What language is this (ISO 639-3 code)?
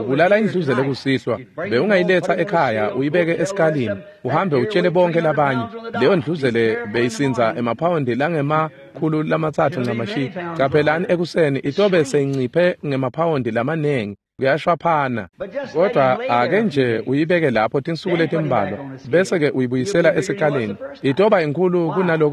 ssw